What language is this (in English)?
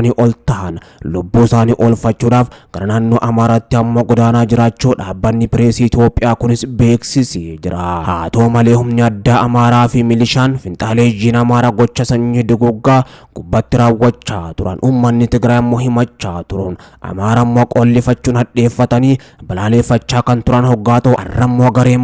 Oromo